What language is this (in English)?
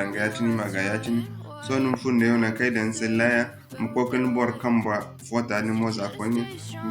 Zarma